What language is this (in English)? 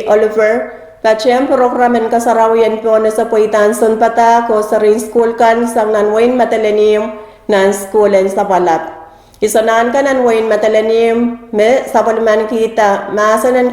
Pohnpeian